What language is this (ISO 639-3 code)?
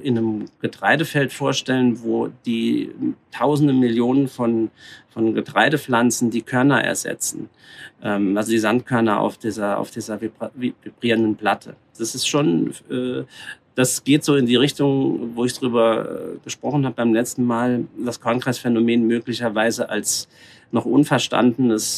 deu